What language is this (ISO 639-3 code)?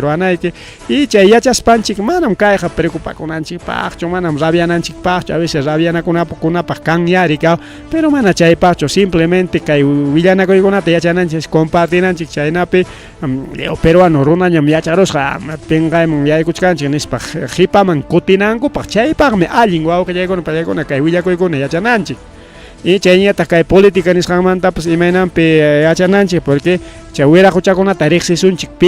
quy